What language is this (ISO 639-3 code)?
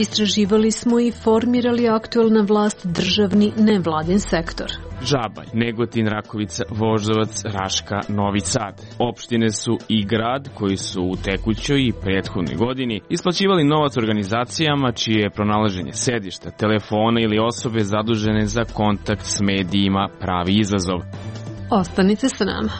srp